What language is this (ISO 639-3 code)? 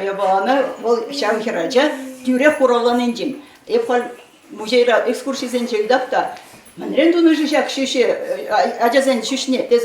chv